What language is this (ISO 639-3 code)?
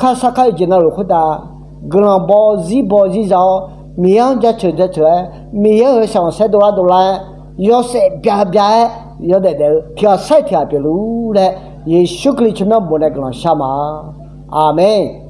ahk